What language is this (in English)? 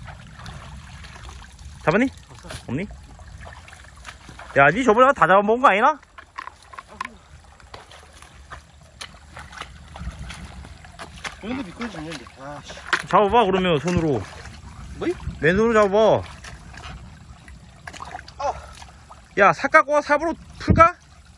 Korean